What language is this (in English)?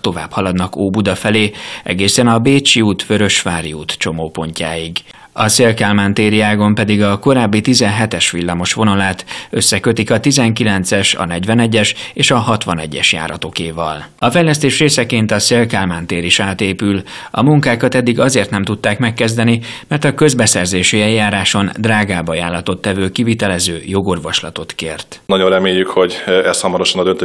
Hungarian